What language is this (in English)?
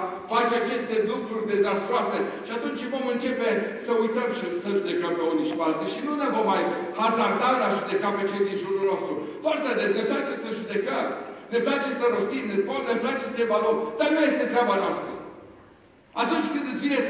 Romanian